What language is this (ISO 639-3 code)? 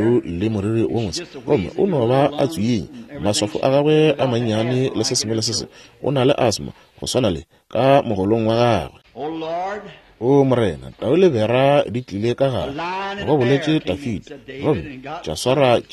nso